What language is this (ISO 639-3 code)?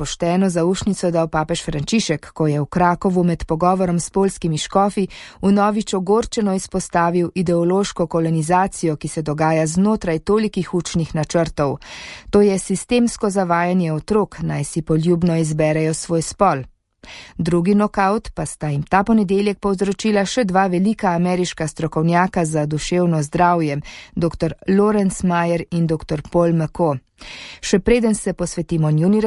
slv